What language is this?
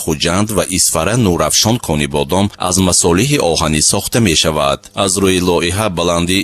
Tajik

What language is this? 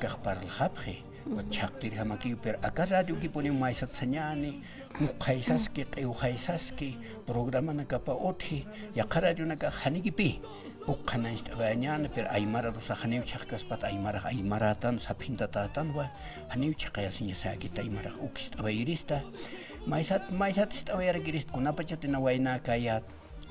Aymara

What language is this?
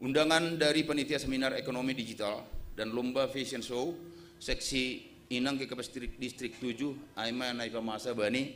Batak Simalungun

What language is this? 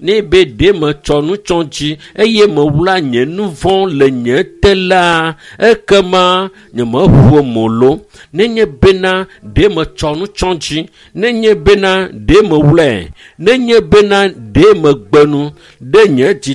Ewe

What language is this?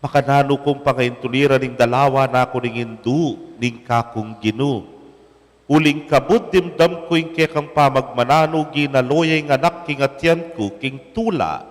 Pampanga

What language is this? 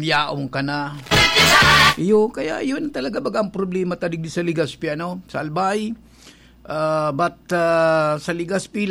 Bikol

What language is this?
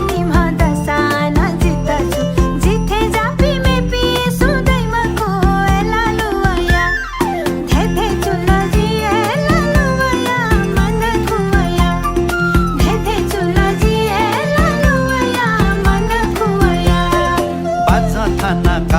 Newari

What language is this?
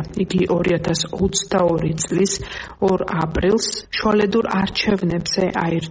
Georgian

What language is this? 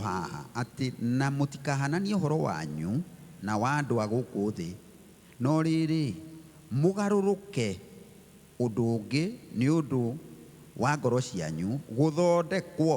Kikuyu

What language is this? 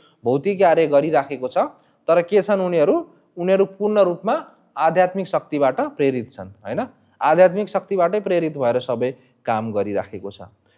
Nepali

